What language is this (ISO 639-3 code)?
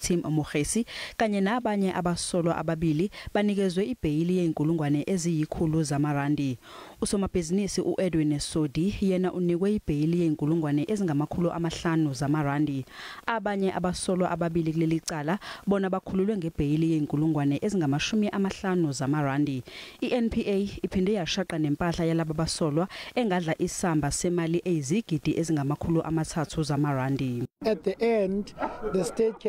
zul